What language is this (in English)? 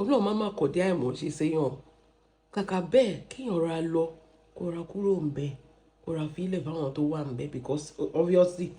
Yoruba